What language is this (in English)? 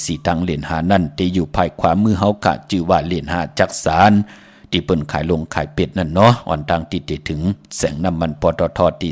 Shan